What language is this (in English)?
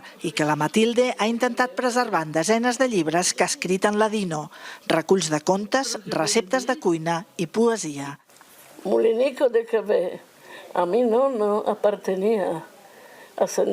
Ladino